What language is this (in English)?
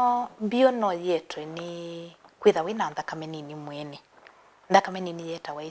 Kamba